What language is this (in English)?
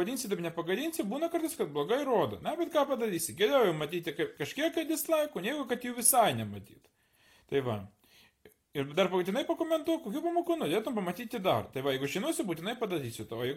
Lithuanian